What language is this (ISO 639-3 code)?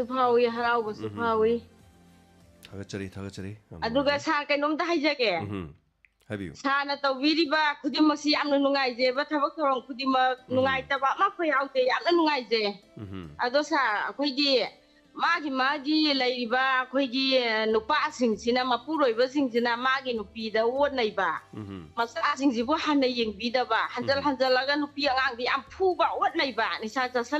mni